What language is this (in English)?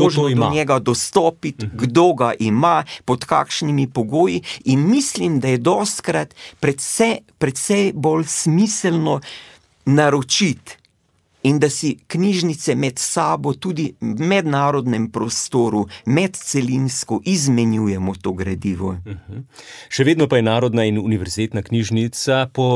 Slovenian